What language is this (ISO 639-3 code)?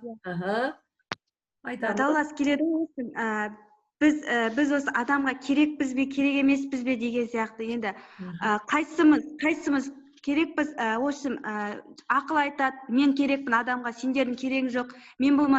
kaz